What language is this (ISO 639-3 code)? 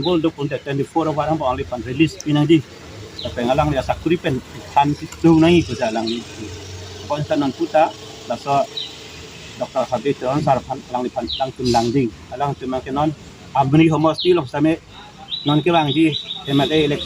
mjw